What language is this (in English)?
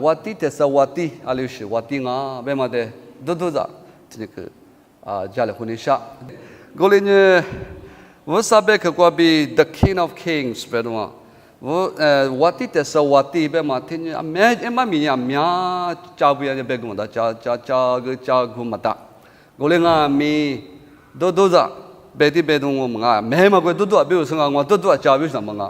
Lisu